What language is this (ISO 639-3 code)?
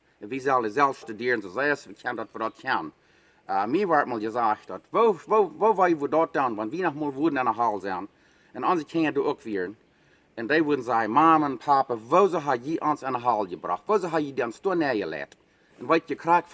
pdt